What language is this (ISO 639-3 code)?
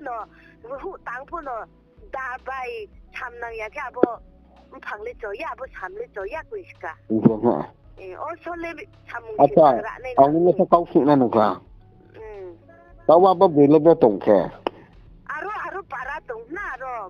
ria